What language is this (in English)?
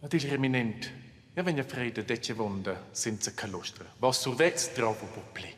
Romansh